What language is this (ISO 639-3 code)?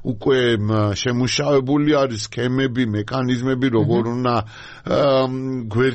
kat